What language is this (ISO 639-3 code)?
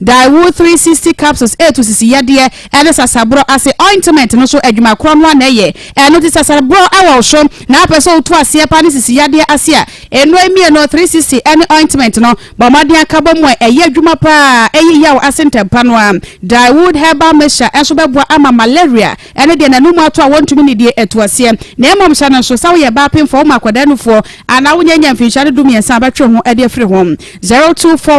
aka